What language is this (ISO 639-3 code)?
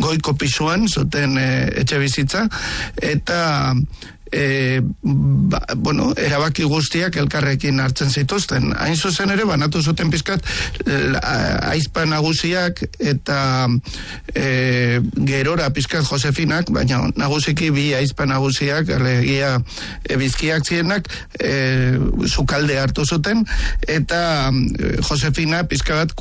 eus